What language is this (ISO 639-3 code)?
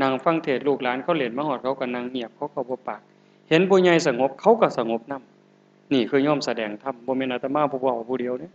tts